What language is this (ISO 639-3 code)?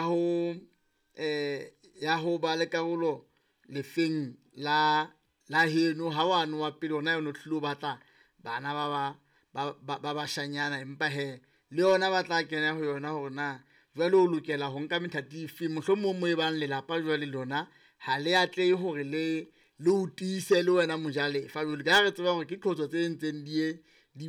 sot